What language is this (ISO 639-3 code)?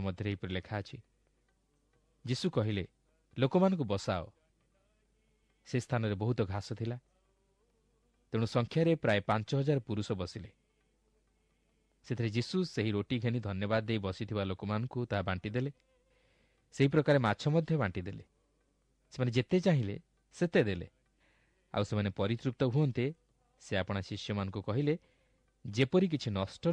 ori